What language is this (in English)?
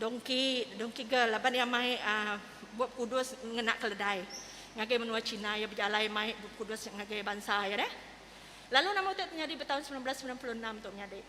Iban